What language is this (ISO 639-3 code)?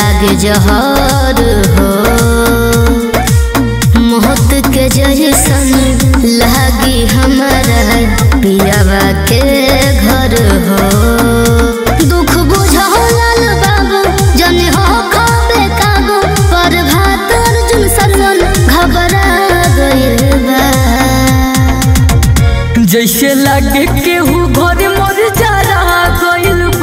bho